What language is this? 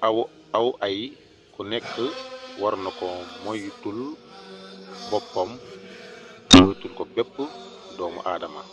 Wolof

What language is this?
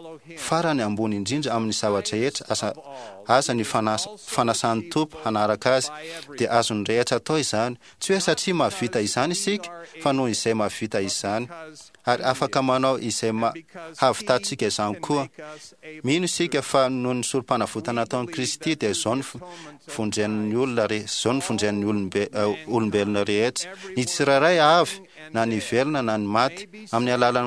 Malagasy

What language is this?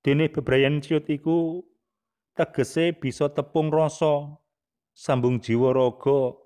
Javanese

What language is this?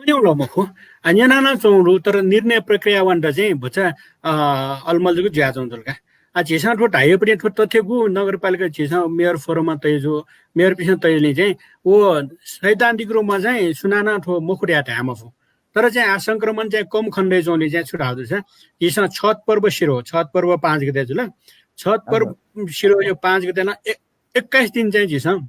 Newari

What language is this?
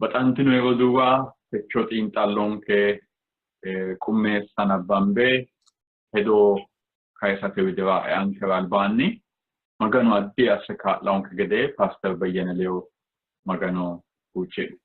Sidamo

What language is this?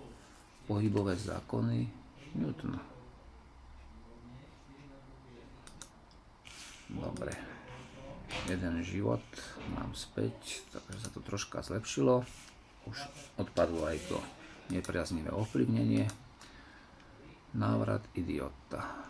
Slovak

